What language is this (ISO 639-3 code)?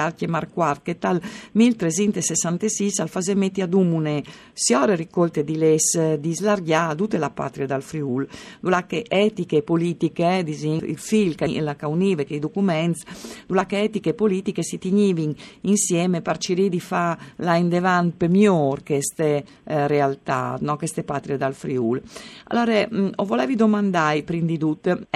fur